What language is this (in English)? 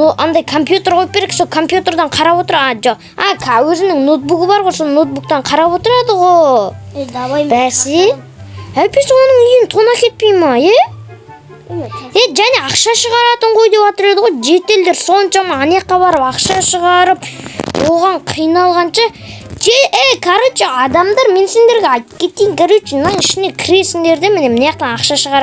Kazakh